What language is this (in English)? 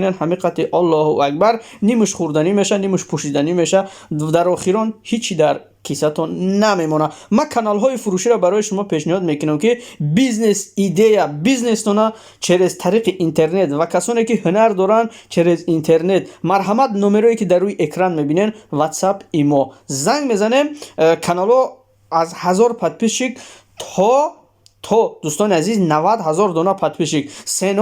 Tajik